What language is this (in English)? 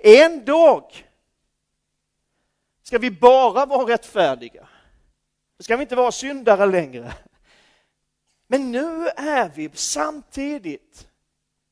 Swedish